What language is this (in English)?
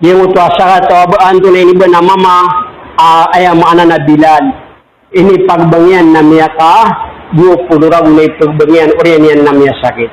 Maranao